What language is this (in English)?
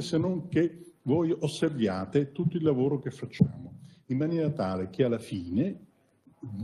Italian